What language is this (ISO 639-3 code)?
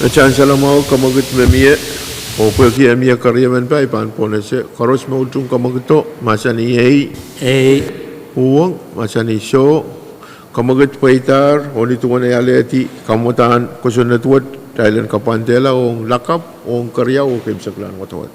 pon